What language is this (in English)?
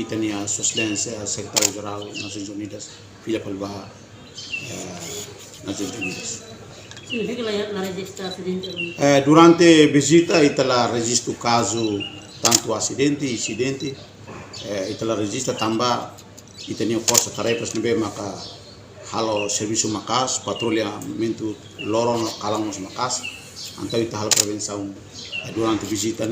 Tetum